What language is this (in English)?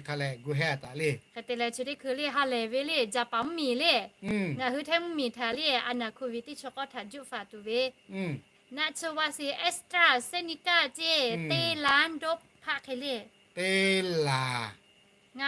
Lahu